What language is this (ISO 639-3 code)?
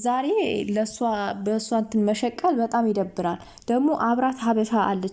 amh